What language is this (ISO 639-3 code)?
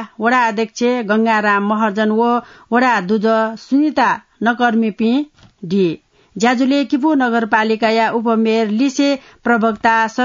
new